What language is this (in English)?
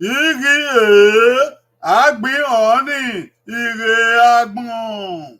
Bini